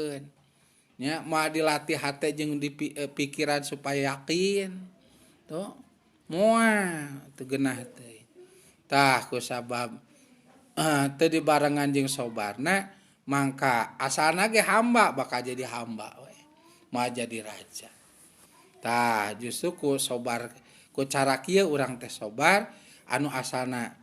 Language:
Sundanese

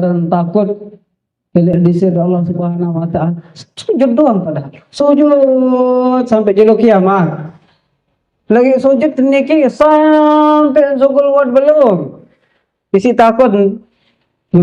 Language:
Sasak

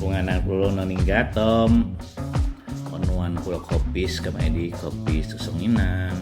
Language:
Central Dusun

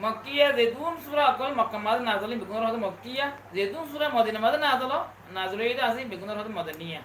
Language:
Rohingya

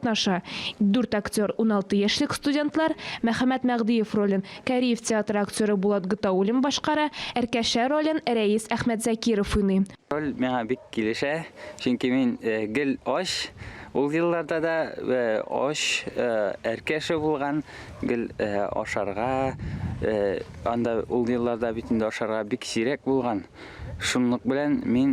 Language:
Tatar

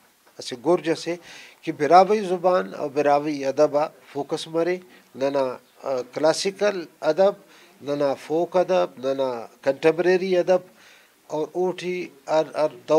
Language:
Brahui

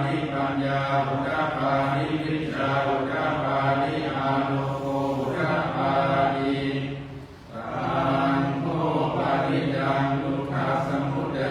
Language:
Pali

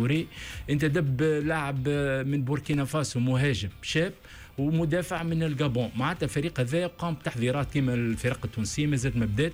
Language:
Tunisian Arabic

